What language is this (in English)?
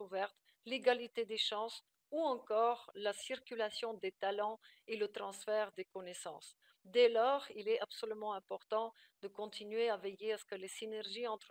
French